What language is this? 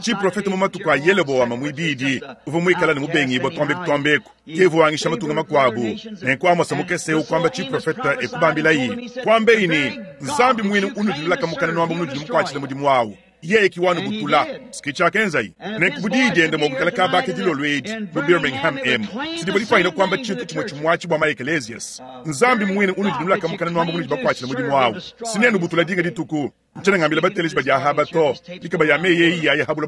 Luba-Lulua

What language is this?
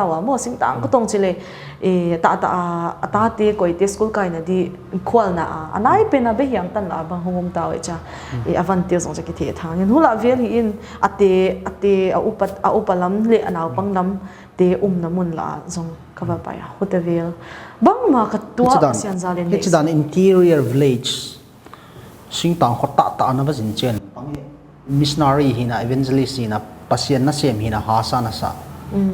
Paite Chin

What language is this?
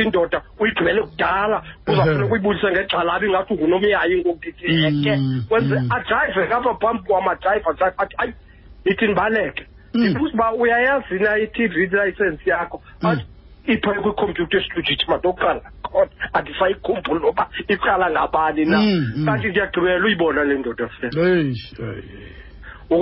Xhosa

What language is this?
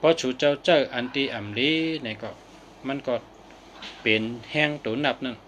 Shan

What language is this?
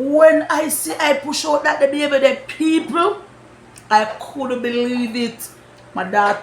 Jamaican Creole English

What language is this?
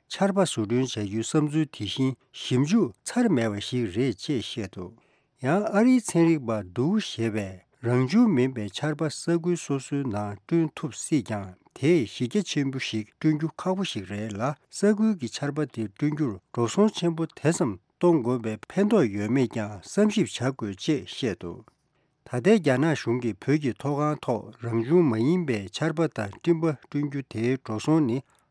Tibetan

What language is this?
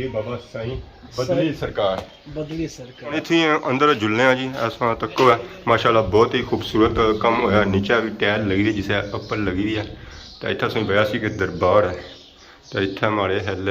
Pahari-Potwari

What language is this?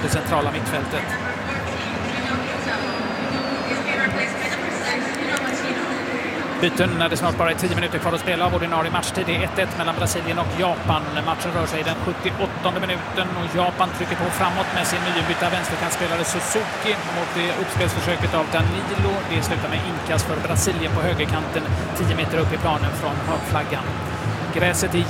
Swedish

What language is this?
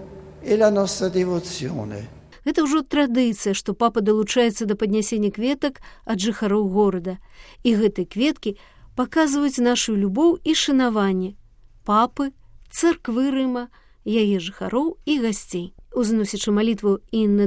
Belarusian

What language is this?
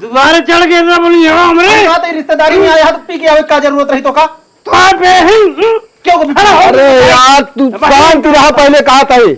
Awadhi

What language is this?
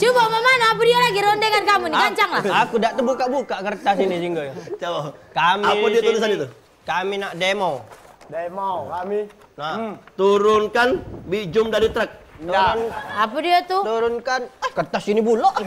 Musi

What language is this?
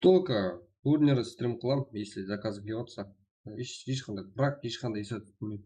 Kara-Kalpak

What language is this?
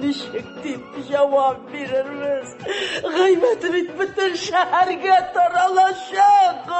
Tatar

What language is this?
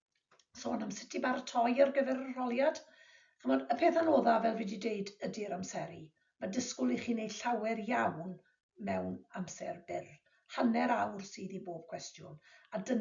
Welsh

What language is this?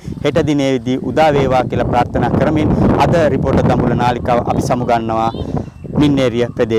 Sinhala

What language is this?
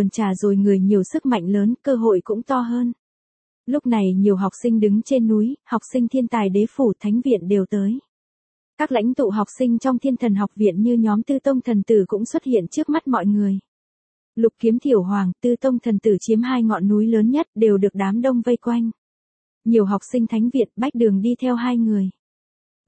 Vietnamese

